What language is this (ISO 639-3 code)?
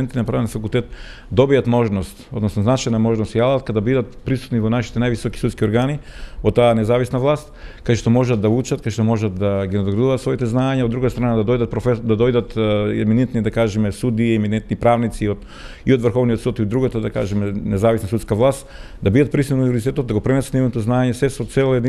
mkd